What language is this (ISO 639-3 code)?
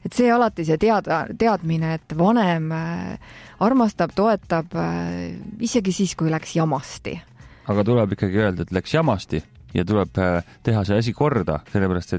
est